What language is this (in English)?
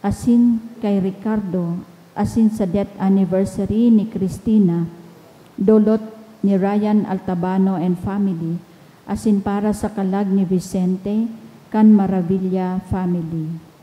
Bikol